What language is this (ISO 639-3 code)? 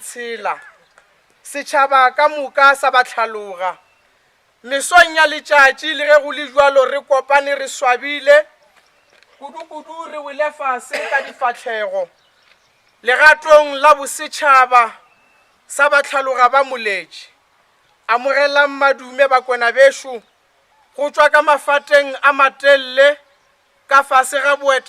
nso